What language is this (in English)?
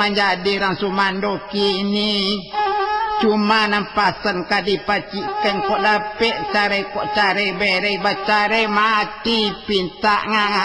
Minangkabau